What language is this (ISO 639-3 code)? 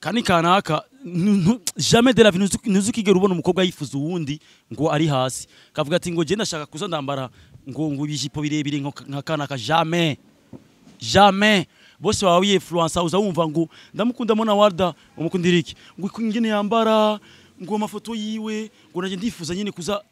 run